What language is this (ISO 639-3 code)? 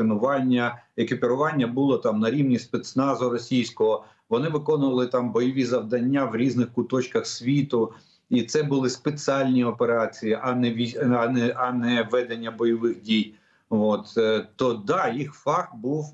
ukr